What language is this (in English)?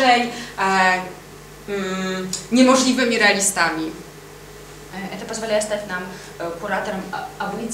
Polish